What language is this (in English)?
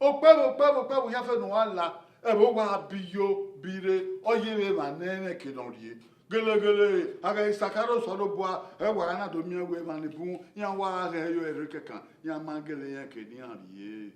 Bini